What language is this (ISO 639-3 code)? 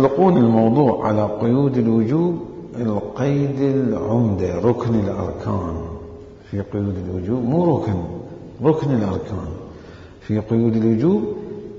acm